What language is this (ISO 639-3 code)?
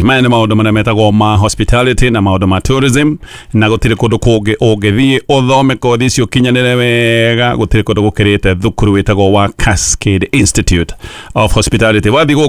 kik